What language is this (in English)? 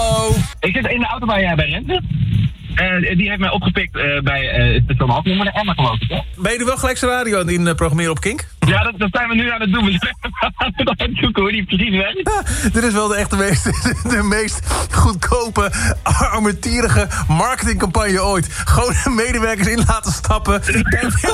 Dutch